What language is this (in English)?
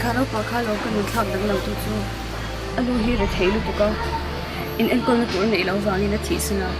Mizo